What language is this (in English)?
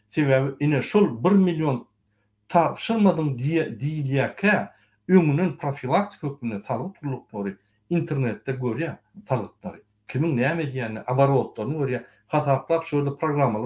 Turkmen